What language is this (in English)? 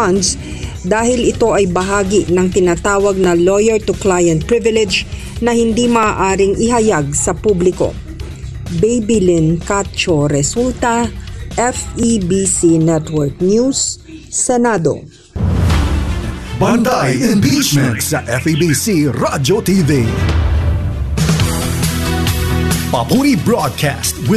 Filipino